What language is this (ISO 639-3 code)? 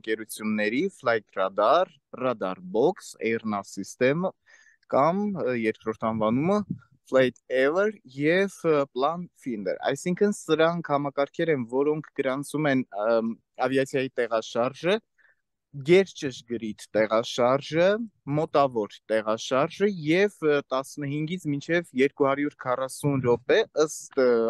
hye